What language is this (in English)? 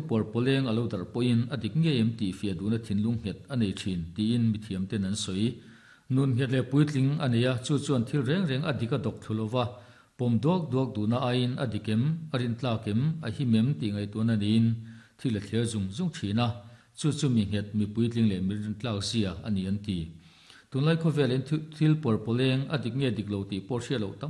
Mizo